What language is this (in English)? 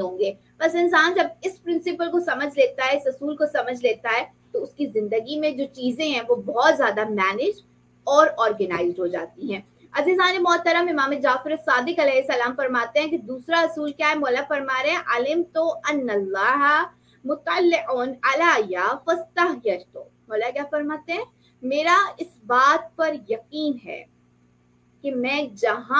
Urdu